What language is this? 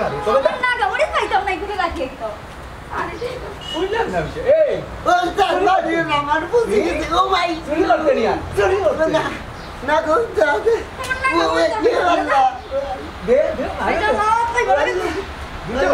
Sylheti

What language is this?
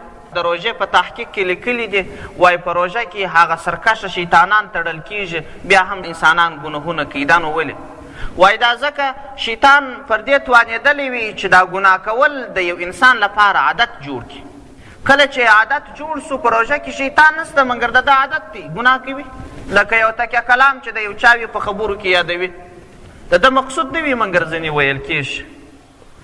Pashto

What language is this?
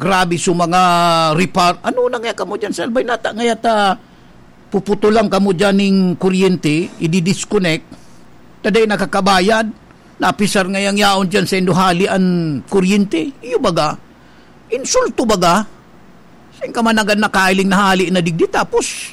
Bikol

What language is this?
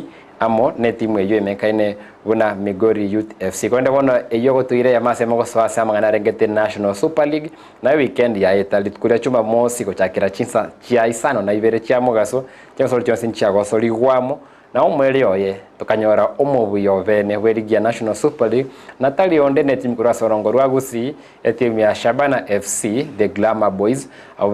Gusii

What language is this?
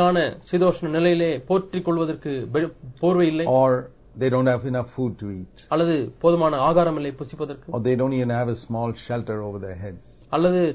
Tamil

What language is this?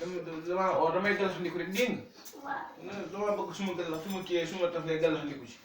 Wolof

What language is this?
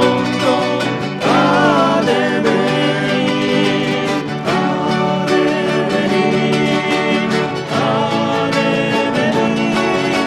South Bolivian Quechua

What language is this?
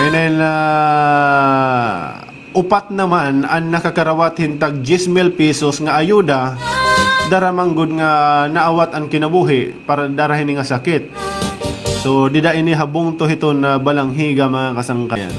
Waray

